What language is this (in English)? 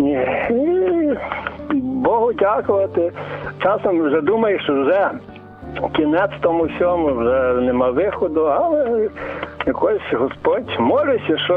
Ukrainian